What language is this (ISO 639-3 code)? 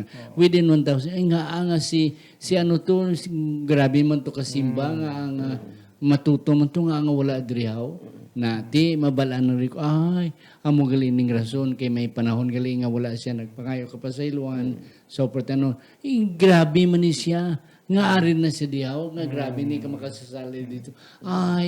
hil